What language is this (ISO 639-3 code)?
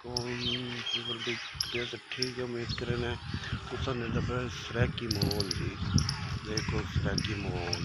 skr